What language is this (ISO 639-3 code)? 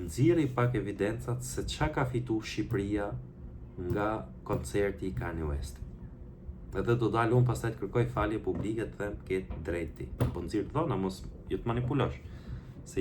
sqi